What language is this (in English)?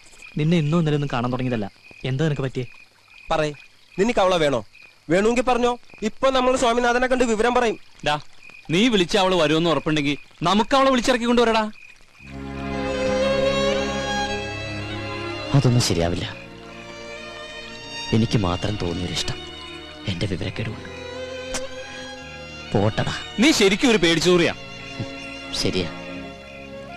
Malayalam